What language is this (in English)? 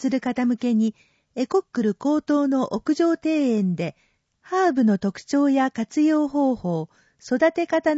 Japanese